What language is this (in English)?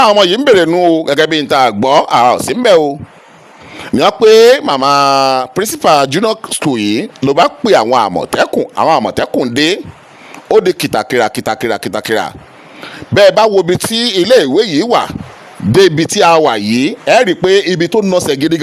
Yoruba